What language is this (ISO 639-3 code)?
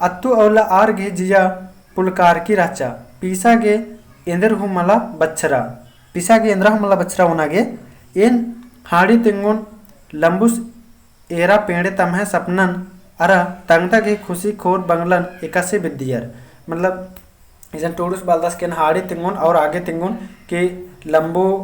kru